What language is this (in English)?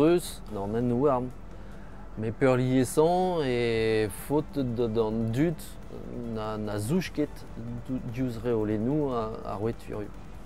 Breton